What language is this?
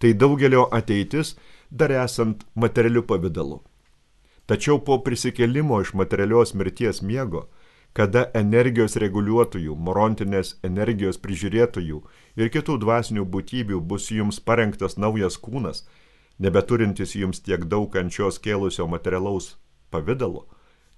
Lithuanian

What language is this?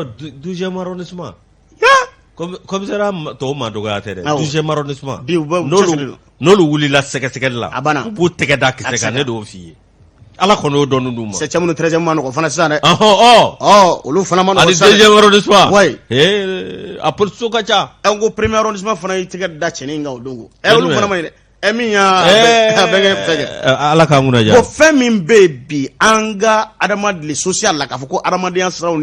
Bambara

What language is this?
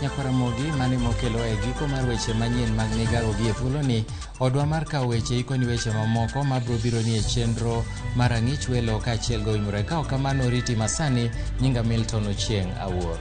Luo (Kenya and Tanzania)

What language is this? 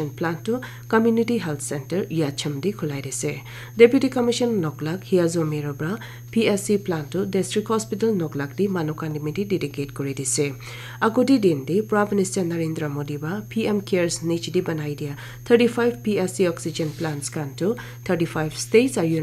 Naga Pidgin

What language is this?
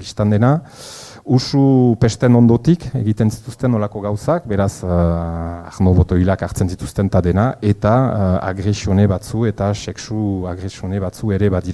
Basque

